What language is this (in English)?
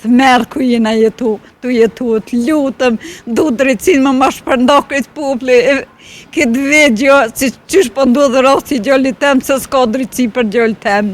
Albanian